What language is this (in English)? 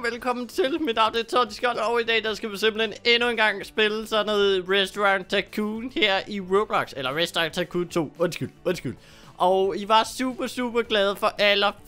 Danish